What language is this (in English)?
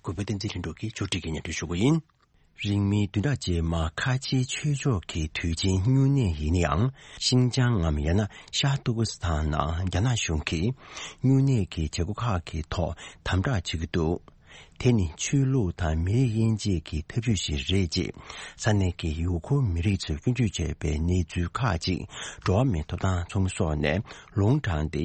Tibetan